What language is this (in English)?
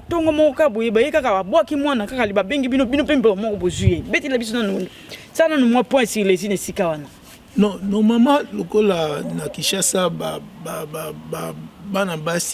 Lingala